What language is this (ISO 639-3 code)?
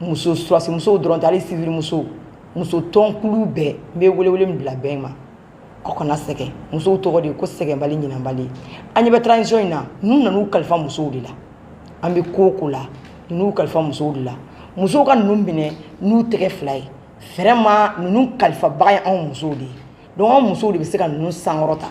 bam